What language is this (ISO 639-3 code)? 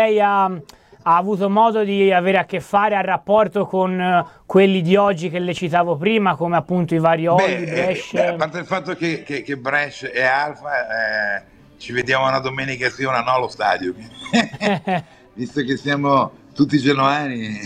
ita